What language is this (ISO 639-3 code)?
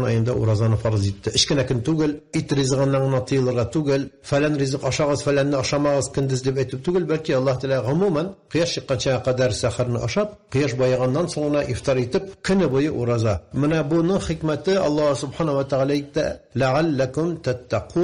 tat